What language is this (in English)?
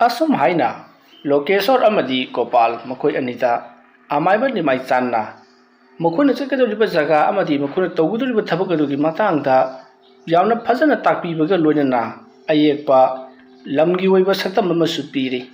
Manipuri